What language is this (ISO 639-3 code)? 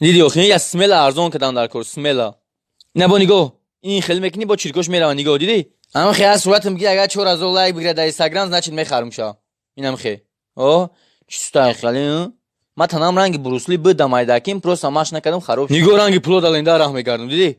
tgk